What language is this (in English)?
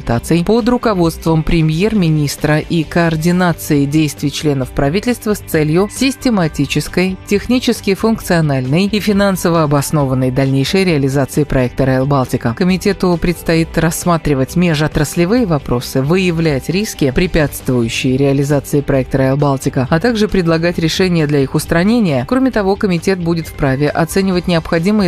Russian